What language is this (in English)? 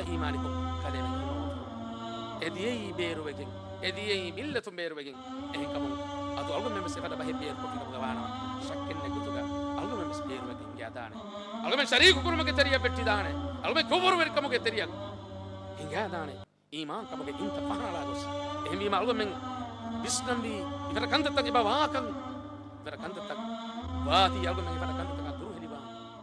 Divehi